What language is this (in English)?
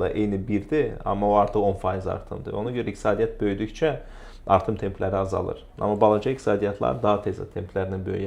Azerbaijani